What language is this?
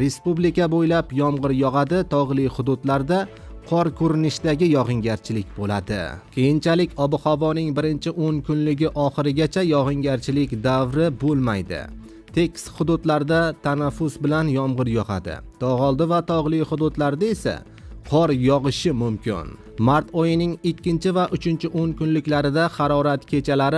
Uzbek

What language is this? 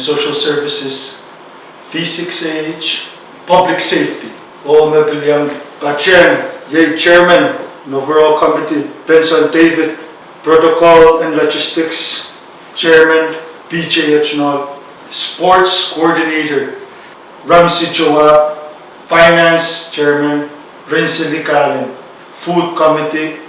Pohnpeian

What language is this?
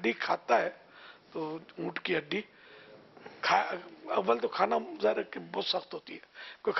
Urdu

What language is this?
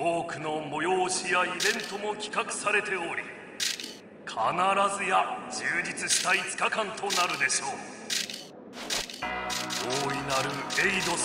Japanese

